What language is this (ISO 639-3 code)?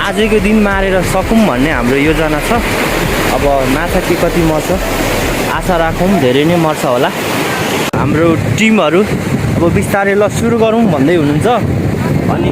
nep